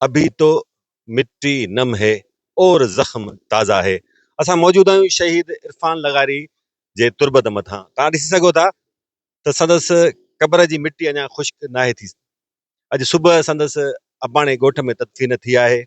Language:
Sindhi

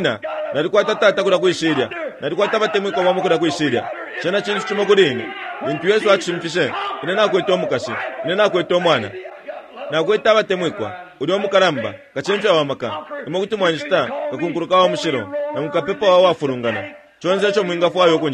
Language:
Bemba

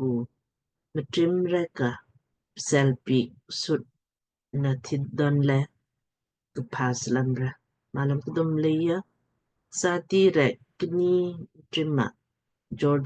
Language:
Lamkang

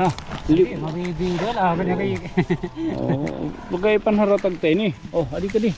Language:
Waray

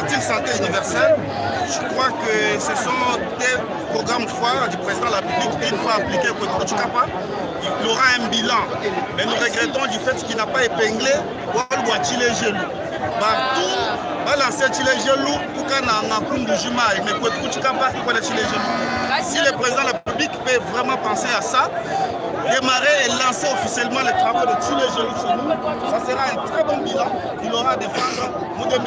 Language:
Luba-Lulua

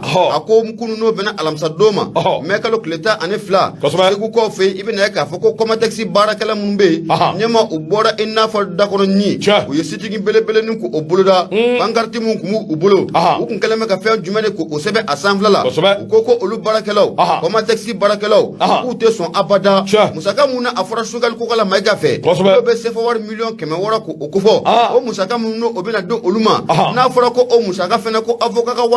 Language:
Bambara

